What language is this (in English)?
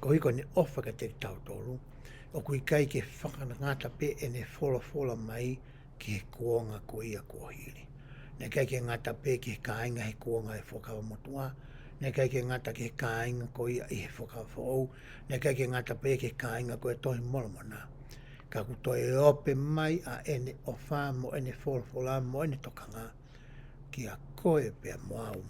Tongan